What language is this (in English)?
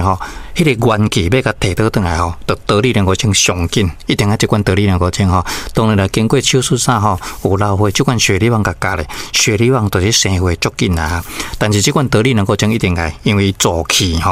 Min Nan Chinese